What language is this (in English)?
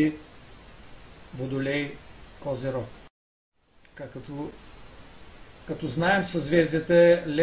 Bulgarian